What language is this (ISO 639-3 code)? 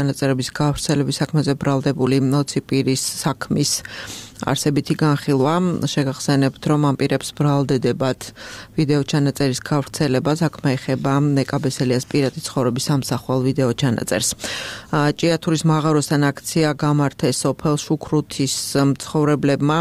kat